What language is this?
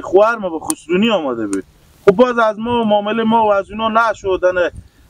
Persian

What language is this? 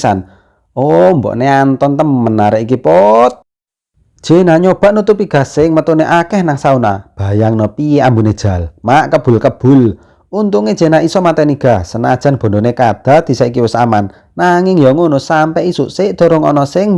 Javanese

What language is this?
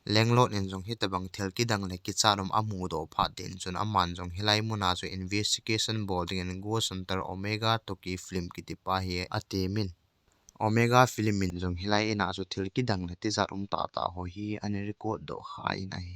Thado Chin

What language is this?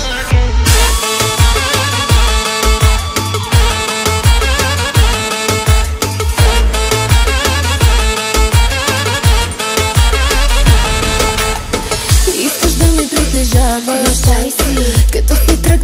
Bulgarian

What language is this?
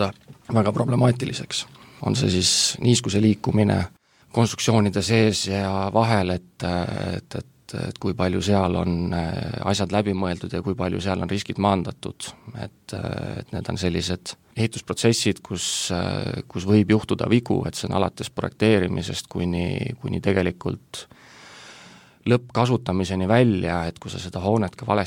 Estonian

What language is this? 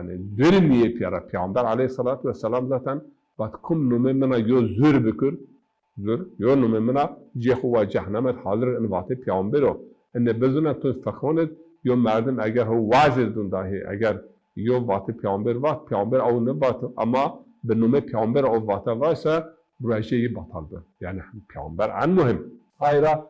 Zaza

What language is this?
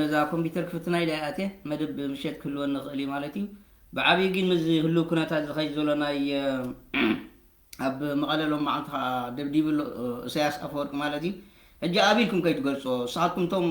Tigrinya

